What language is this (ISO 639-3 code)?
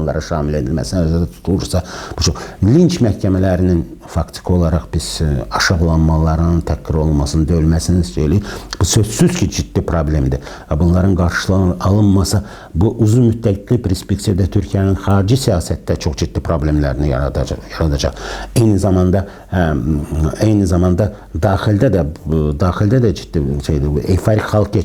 aze